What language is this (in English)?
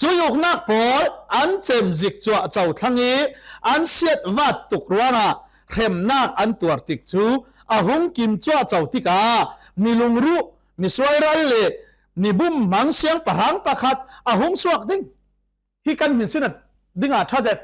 Falam Chin